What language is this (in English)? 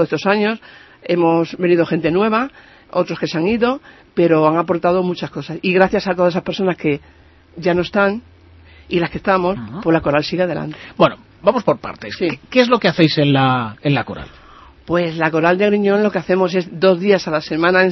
Spanish